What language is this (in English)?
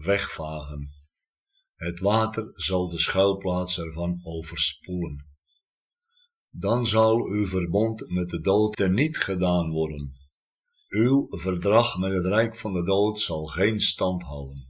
Dutch